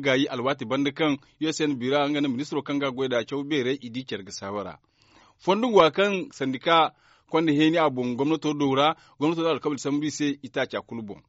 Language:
Zarma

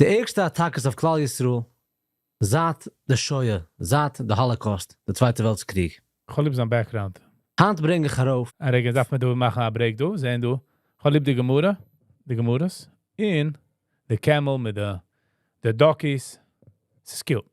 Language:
Yiddish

